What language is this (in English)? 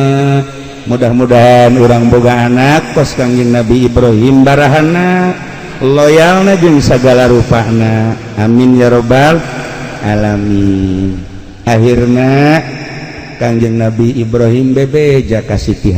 Sundanese